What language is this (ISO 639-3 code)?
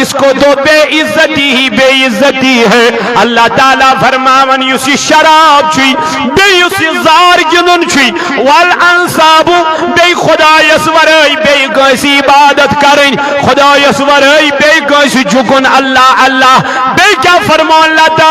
kas